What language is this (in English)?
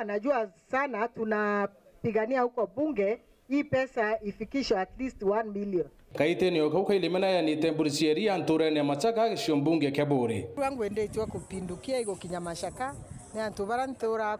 Meru